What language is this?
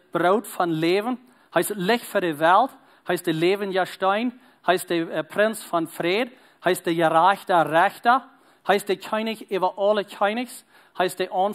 Plautdietsch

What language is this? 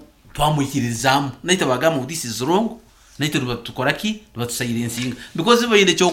Nyankole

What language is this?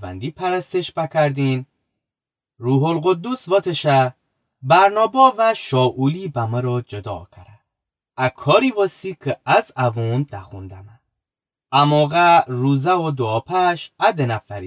Gilaki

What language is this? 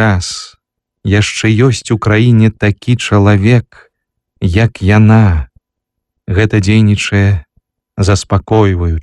Belarusian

